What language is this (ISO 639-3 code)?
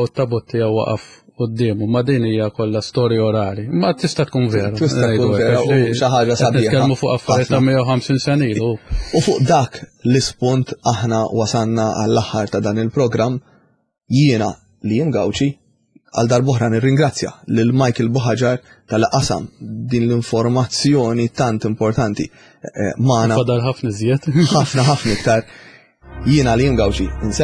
mlt